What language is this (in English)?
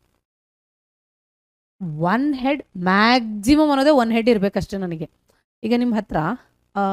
Kannada